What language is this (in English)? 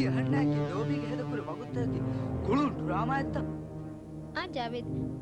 Divehi